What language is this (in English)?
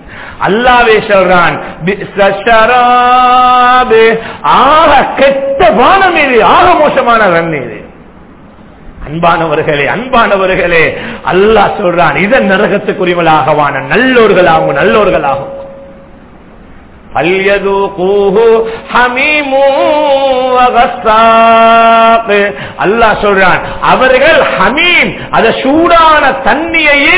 Tamil